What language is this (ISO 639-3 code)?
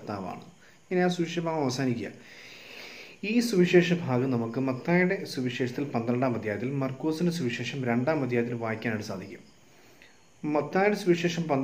mal